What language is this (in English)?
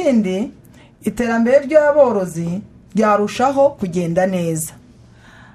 Kinyarwanda